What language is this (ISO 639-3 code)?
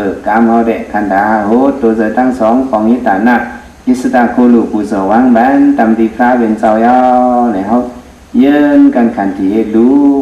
shn